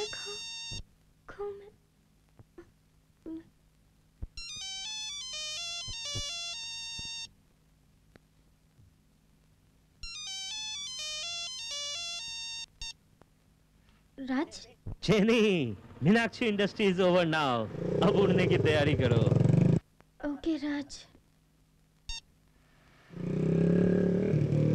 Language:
Hindi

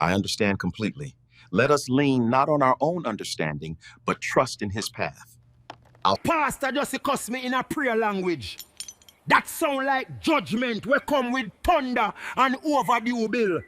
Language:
Jamaican Creole English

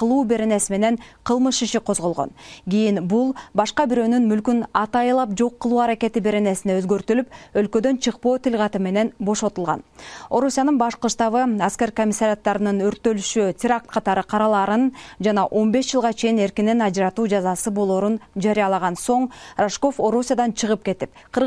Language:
Kyrgyz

